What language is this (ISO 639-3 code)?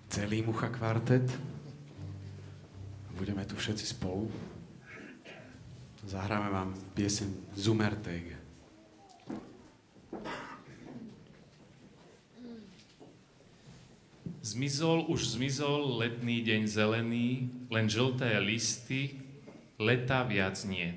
slk